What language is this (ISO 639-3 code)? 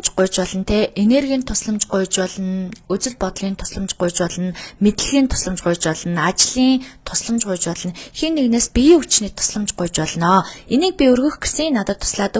mon